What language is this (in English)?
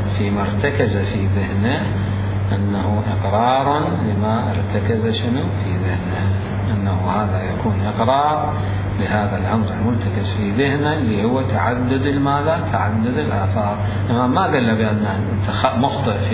Mesopotamian Arabic